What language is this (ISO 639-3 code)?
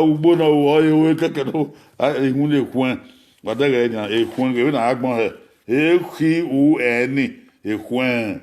bin